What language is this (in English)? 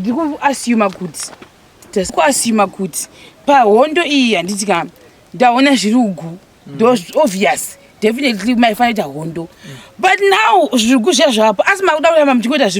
Shona